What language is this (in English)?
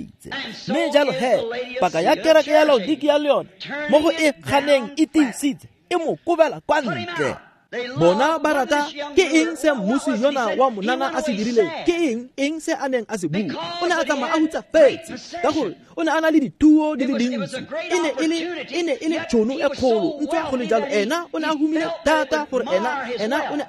Tswana